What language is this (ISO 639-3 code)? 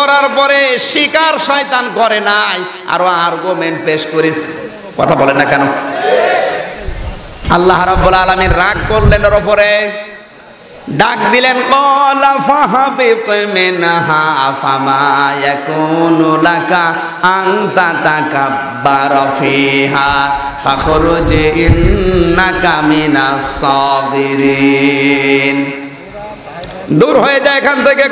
ben